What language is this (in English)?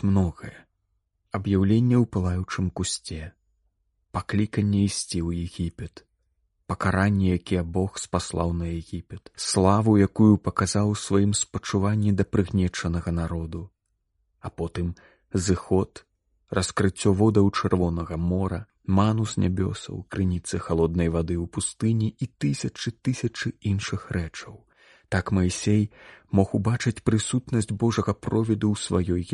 Belarusian